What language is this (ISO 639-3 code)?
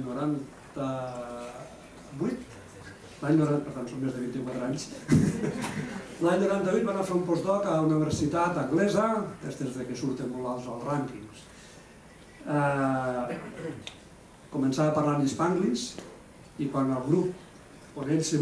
cat